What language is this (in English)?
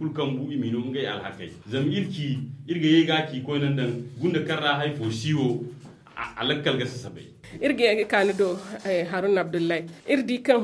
Zarma